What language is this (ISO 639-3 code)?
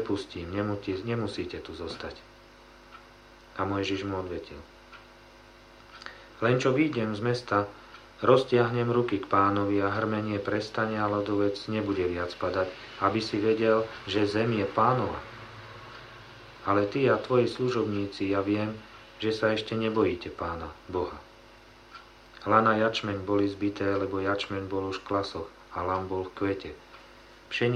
slk